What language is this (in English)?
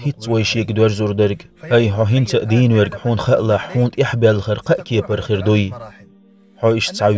Chechen